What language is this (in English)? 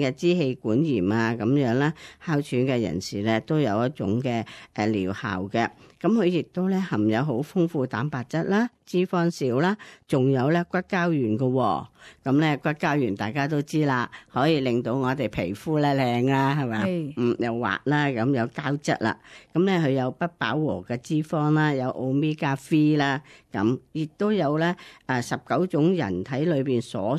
Cantonese